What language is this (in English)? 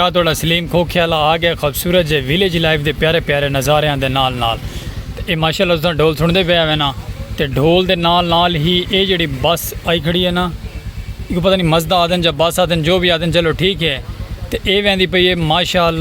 Saraiki